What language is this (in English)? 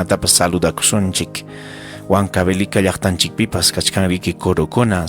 Ayacucho Quechua